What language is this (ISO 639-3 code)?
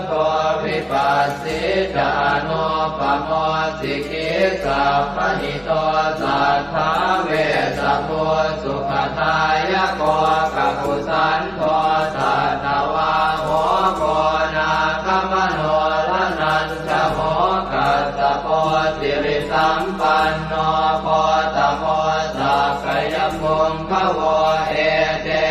pli